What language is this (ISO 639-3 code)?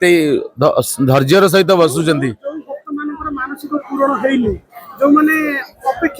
ori